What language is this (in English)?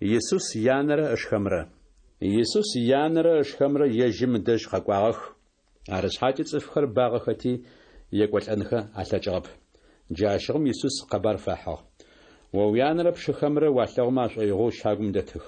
Adyghe